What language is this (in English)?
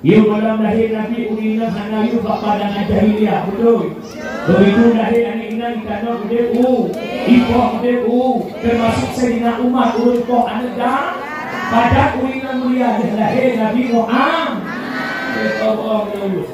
Achinese